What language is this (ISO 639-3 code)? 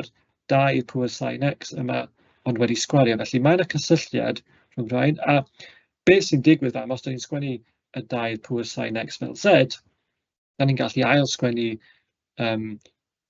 cym